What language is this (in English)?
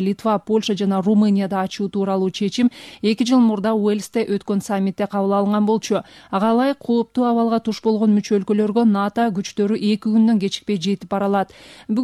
Kyrgyz